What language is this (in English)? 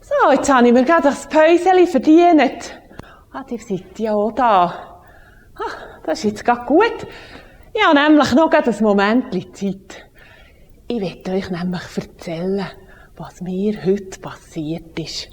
Swiss German